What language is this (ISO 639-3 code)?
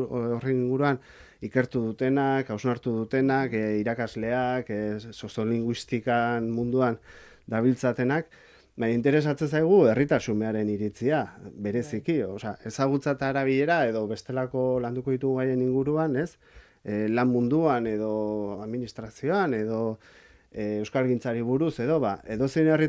eus